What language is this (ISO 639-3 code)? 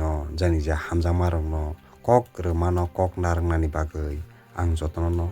trp